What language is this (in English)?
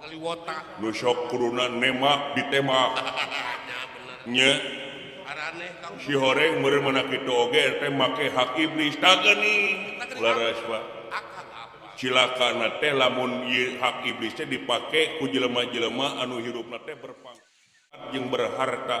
Sundanese